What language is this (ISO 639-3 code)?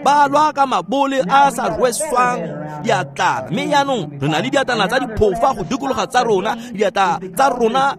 tsn